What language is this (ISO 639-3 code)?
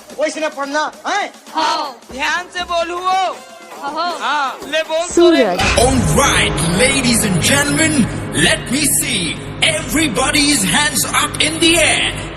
hne